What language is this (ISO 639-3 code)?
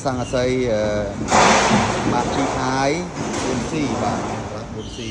khm